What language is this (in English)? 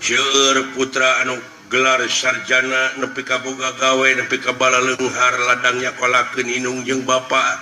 Sundanese